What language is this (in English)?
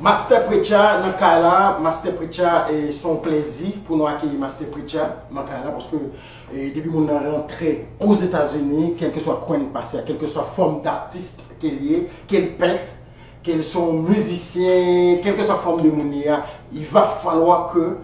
Haitian Creole